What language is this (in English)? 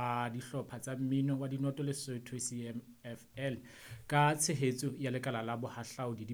Southern Sotho